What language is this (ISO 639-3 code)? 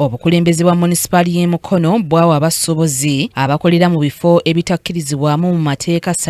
lug